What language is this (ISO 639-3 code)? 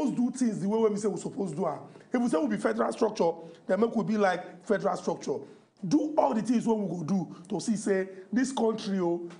pcm